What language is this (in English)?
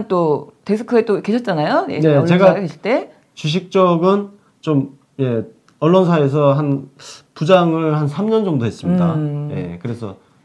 Korean